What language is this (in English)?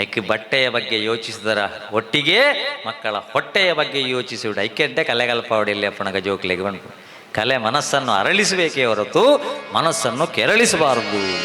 Tulu